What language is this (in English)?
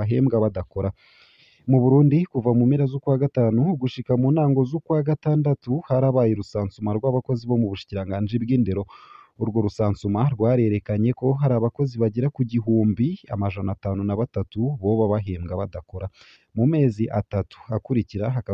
Rundi